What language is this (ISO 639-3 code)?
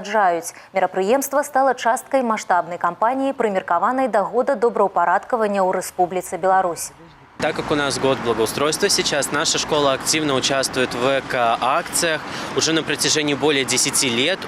bel